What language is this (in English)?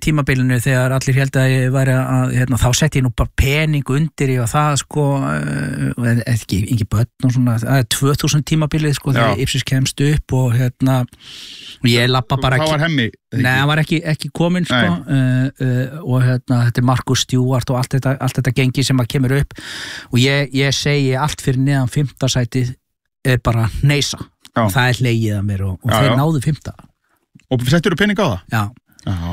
Icelandic